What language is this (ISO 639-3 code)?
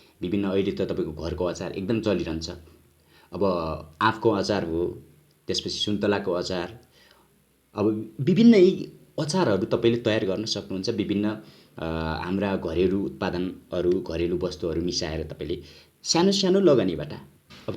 nep